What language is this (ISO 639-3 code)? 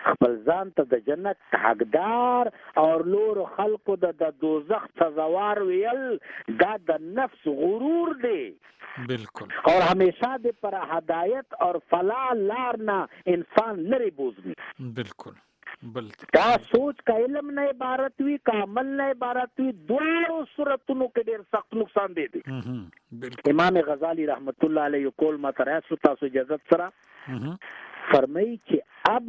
pus